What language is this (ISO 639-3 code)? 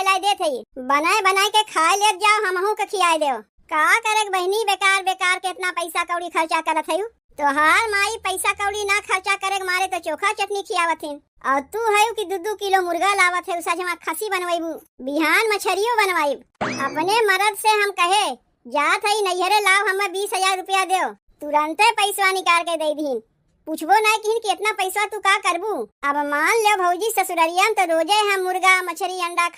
awa